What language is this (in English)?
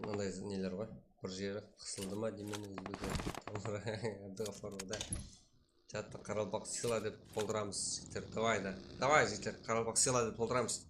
Kara-Kalpak